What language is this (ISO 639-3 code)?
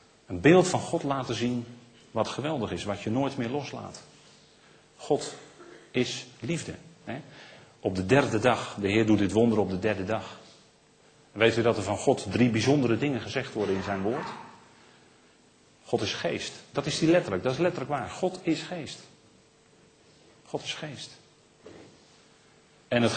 nld